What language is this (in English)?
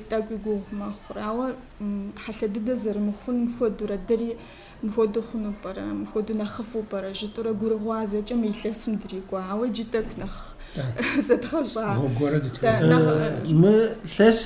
Kabardian